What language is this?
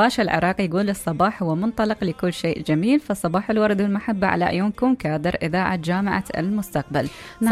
Mesopotamian Arabic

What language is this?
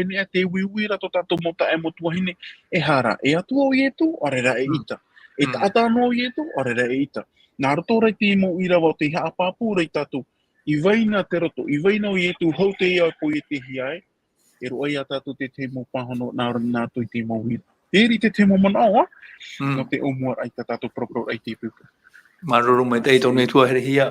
Tahitian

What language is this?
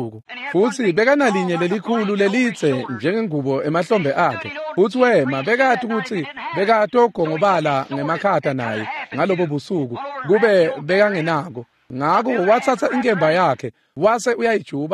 Swati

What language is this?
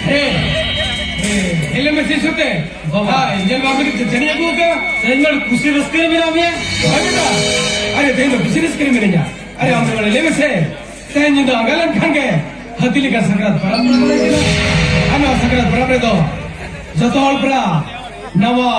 Santali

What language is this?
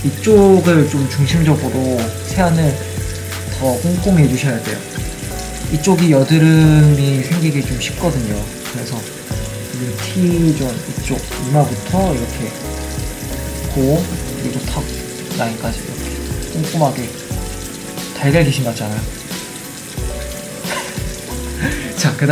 Korean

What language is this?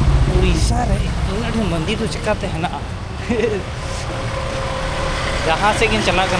Santali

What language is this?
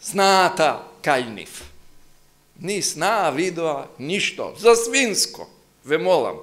Macedonian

